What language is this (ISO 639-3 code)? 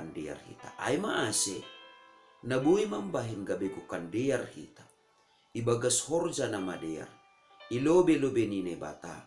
bts